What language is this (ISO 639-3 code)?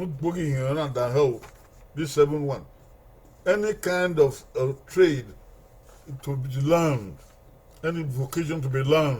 bin